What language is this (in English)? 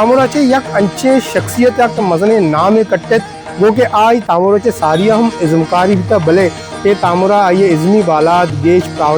Baluchi